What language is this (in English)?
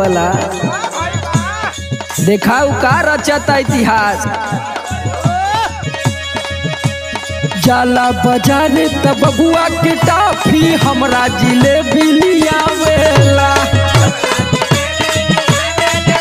Bhojpuri